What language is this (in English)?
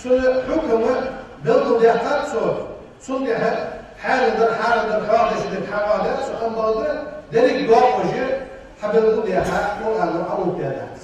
Ingush